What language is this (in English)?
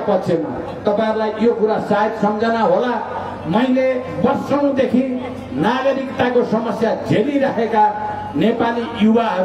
Nepali